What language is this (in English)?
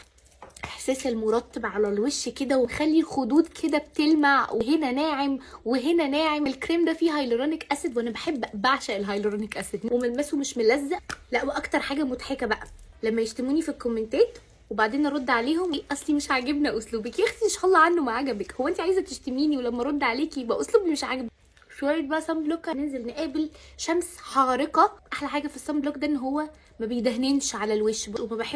Egyptian Arabic